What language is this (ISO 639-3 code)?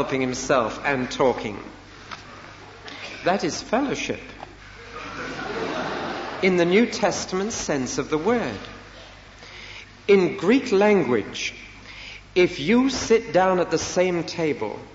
eng